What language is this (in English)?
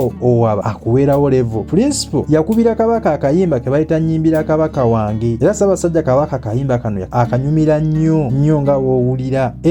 Ganda